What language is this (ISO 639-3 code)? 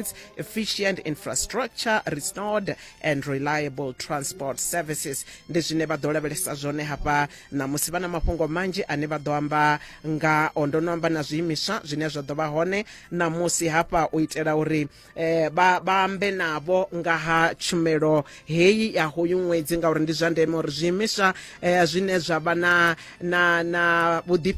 ven